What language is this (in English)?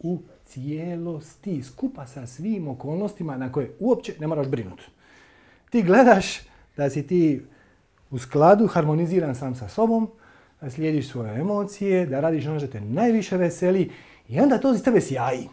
Croatian